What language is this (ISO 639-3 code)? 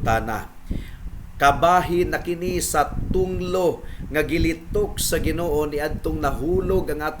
ceb